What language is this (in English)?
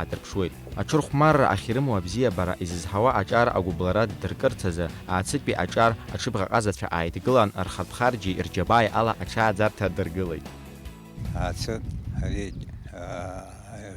Abkhazian